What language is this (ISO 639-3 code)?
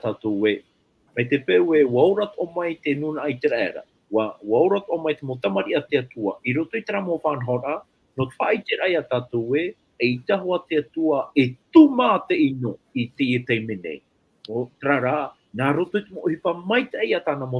tah